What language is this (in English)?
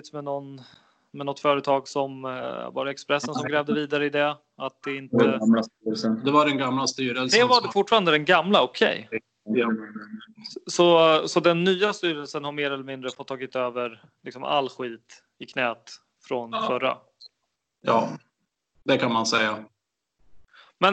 Swedish